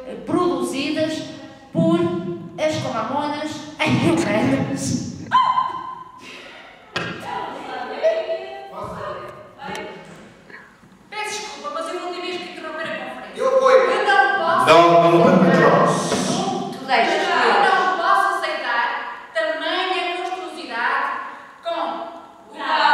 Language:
Portuguese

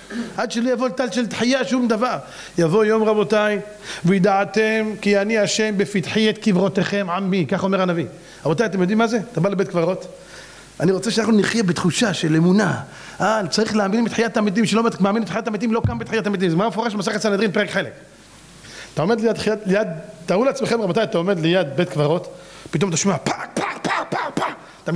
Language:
Hebrew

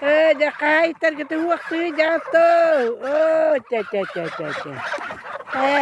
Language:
Yakut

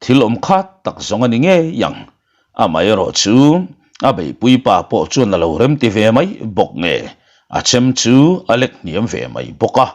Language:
Mizo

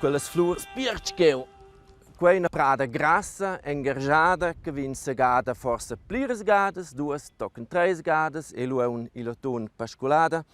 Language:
Romansh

